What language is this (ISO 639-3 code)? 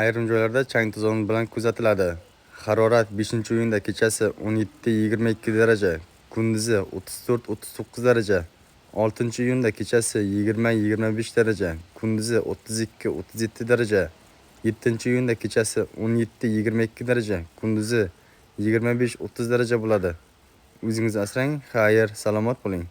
uzb